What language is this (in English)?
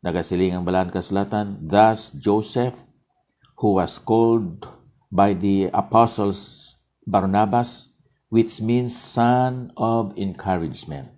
Hiligaynon